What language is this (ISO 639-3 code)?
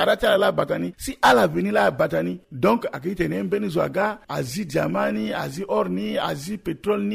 sag